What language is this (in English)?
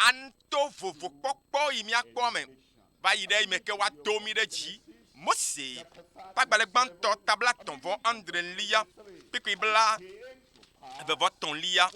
Ewe